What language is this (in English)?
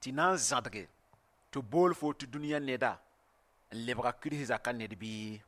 Mossi